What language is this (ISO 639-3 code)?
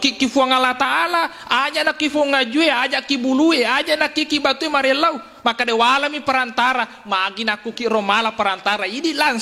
bug